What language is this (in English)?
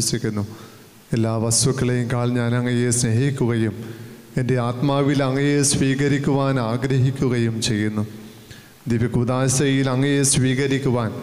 Malayalam